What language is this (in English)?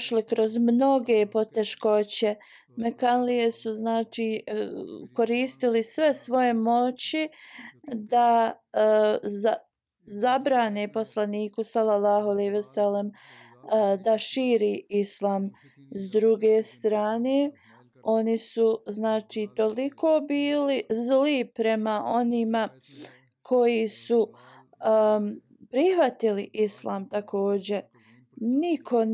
Bosnian